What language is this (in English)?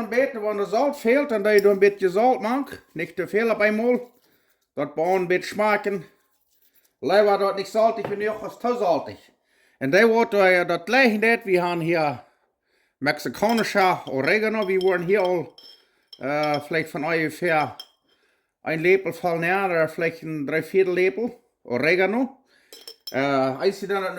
Plautdietsch